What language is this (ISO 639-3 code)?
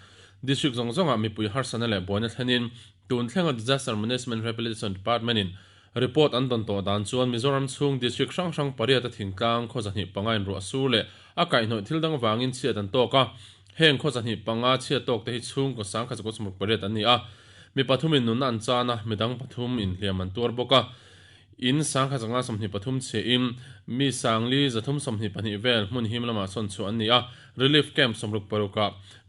lus